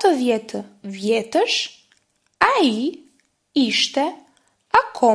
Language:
Albanian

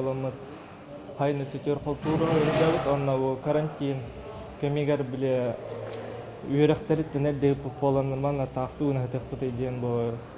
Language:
Yakut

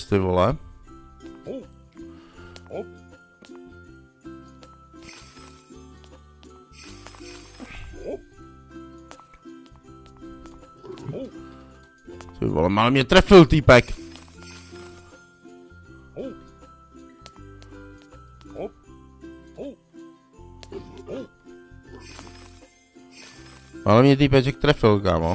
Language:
Czech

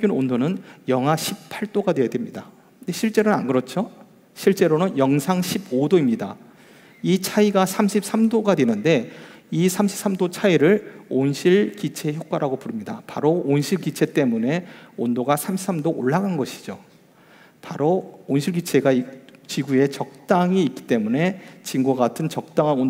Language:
Korean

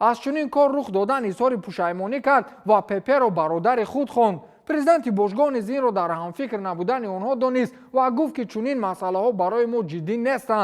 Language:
Tajik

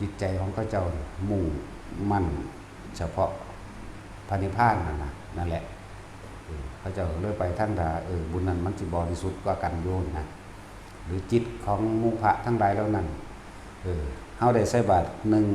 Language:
Northeastern Thai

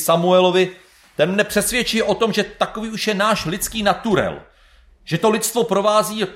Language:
Czech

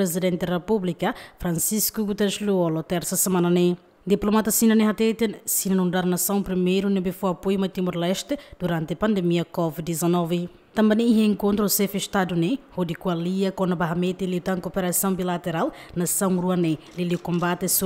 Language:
Tetum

